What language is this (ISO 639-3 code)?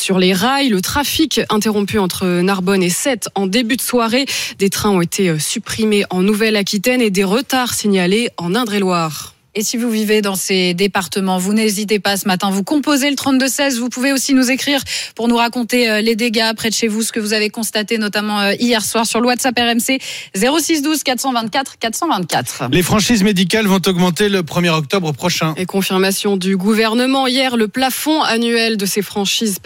fra